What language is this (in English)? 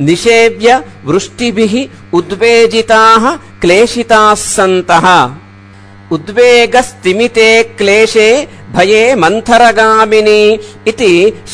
Sanskrit